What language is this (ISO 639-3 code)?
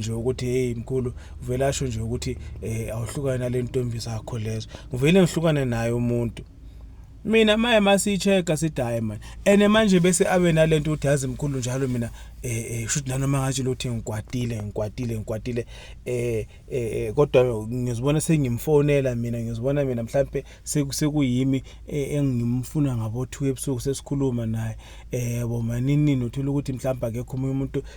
zul